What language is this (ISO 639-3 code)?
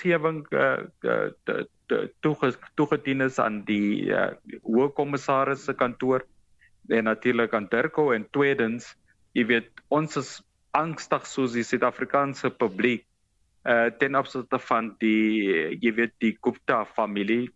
afr